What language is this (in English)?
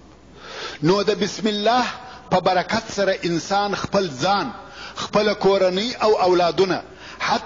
Pashto